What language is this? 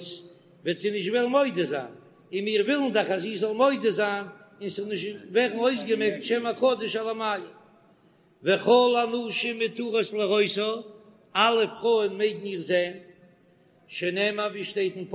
Yiddish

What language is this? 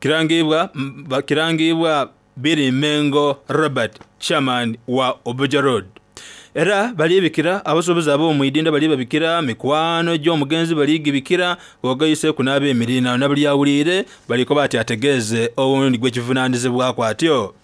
Soga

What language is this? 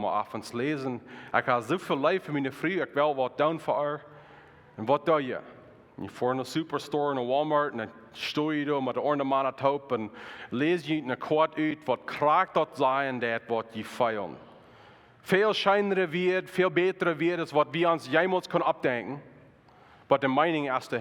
Plautdietsch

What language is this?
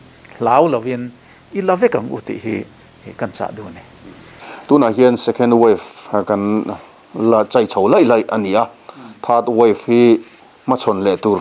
Mizo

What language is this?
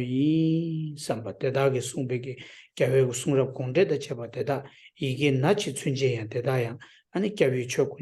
Tibetan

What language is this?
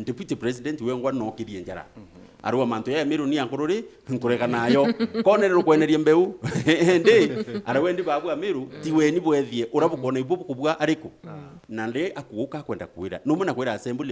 Meru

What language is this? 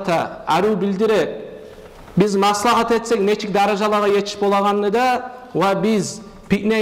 Kumyk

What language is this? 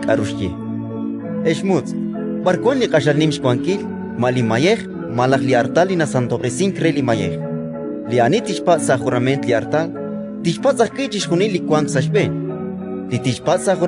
Kekchí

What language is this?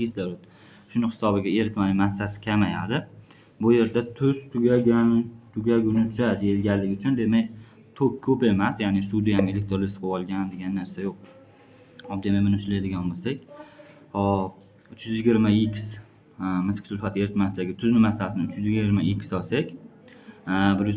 Uzbek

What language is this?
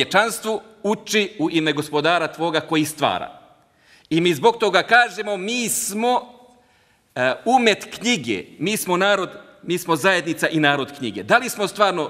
Bosnian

